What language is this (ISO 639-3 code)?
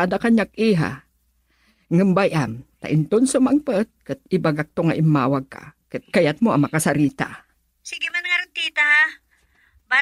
ilo